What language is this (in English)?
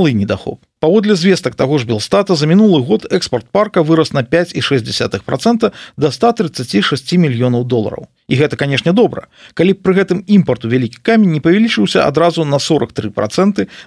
Belarusian